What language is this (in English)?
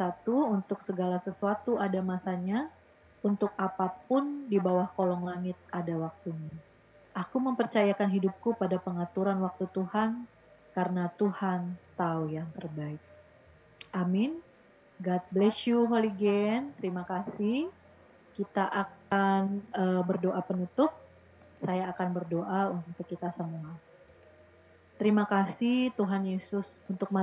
Indonesian